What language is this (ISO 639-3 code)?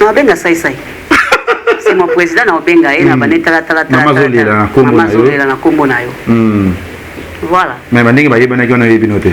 lin